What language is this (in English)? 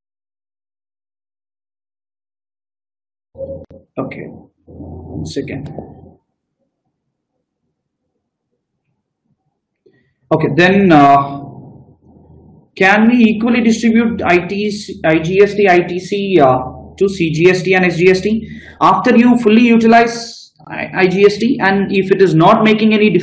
English